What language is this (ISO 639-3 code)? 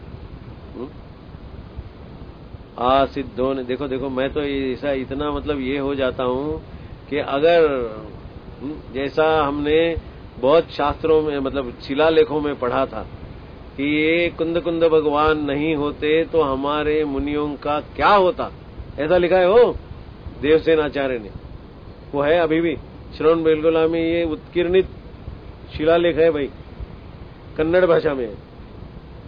hin